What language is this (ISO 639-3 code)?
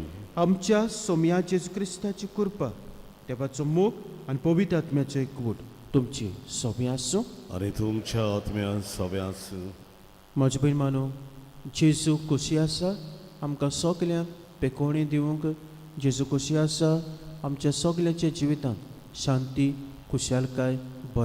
kok